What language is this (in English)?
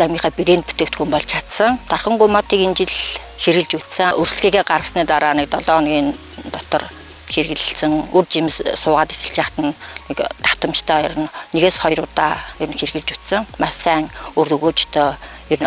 Mongolian